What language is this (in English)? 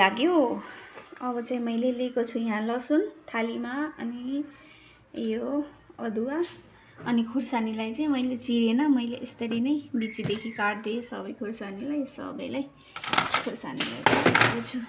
Nepali